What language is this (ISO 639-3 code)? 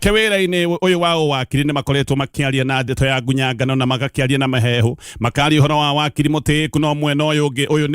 kik